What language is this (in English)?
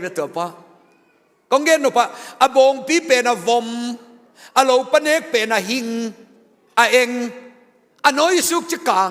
Tedim Chin